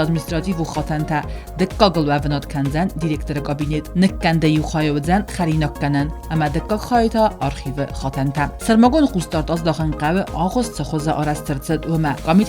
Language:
Ossetic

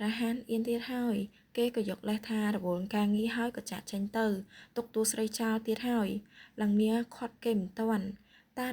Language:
Khmer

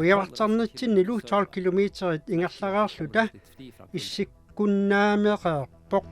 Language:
Kalaallisut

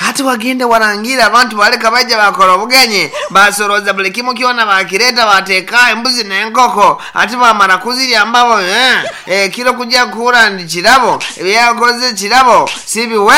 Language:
Nyoro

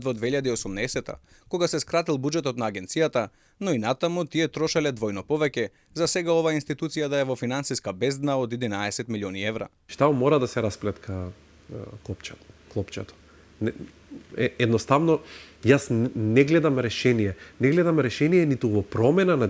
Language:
Macedonian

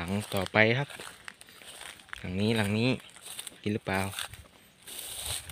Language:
Thai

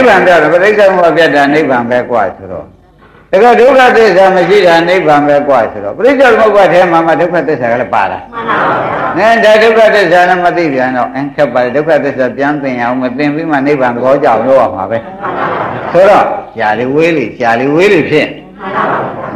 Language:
Burmese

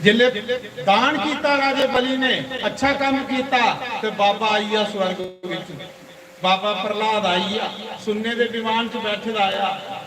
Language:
Dogri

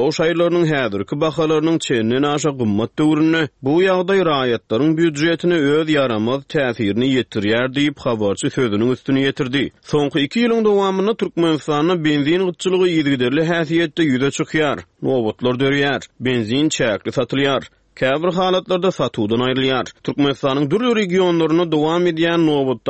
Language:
Turkmen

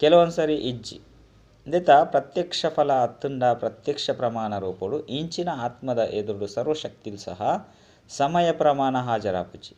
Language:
Tulu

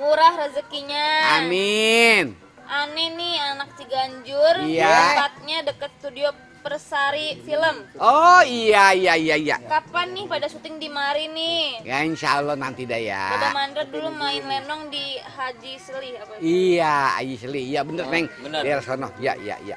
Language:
Betawi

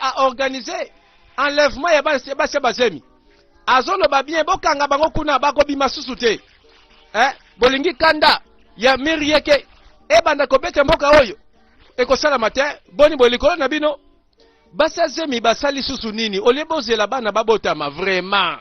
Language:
Lingala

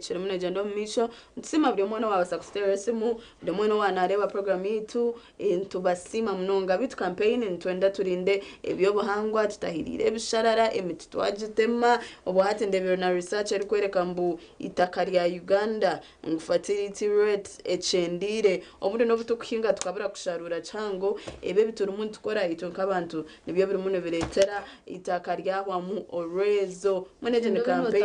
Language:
Nyankole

